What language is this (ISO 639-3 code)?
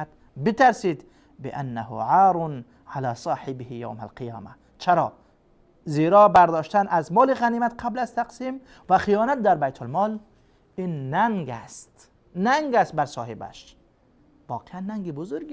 fas